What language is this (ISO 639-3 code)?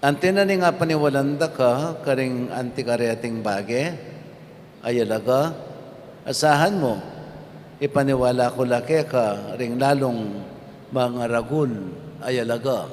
pam